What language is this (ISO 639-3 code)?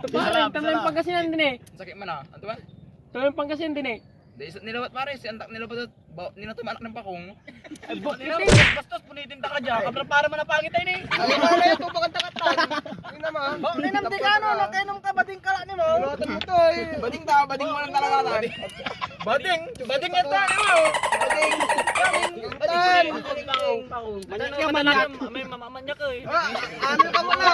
pag